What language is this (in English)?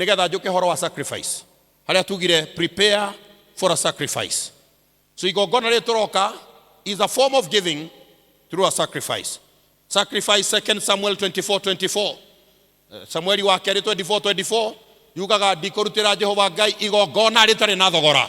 Kikuyu